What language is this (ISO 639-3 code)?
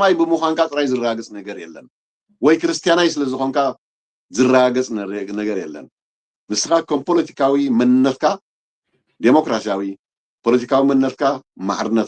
tir